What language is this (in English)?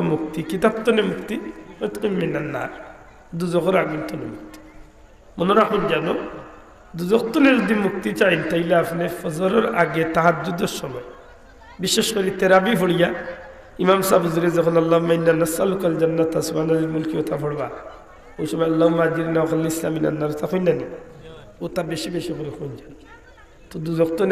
Sylheti